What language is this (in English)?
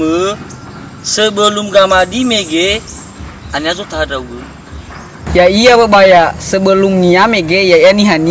Nias